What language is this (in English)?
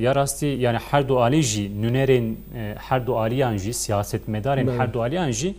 Kurdish